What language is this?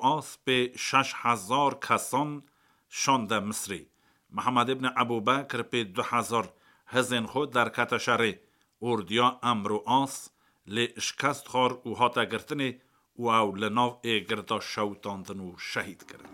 Kurdish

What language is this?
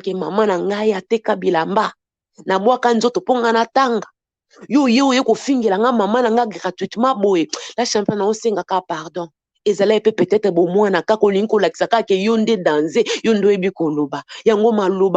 Lingala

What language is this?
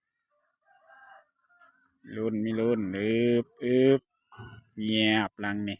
Lao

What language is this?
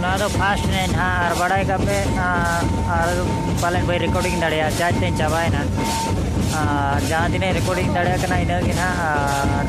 Santali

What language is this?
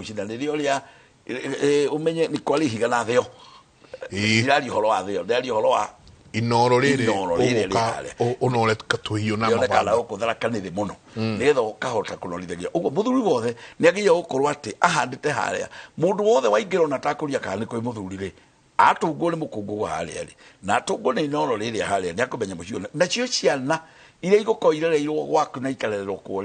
Kikuyu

